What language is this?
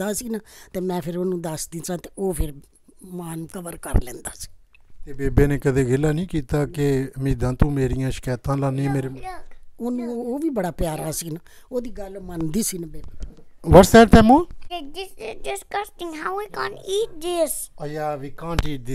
Punjabi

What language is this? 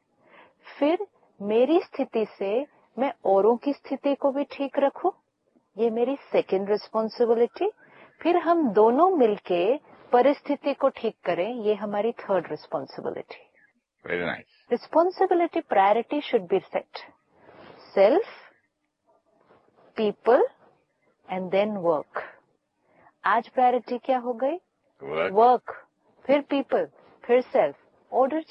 Hindi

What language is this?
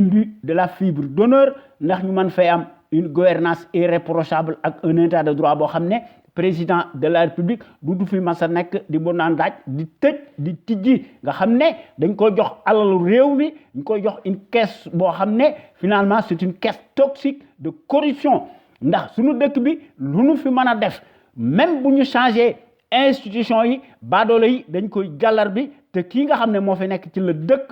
Wolof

